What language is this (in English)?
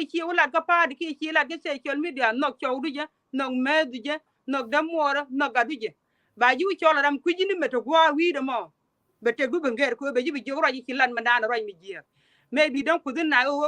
Nuer